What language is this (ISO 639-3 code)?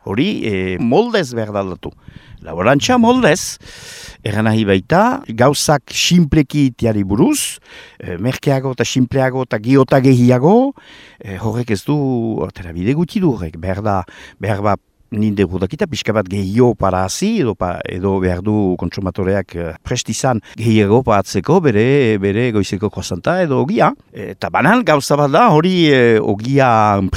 eus